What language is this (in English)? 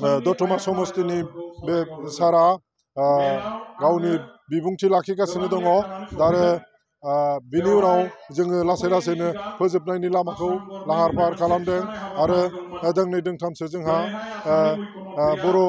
Bodo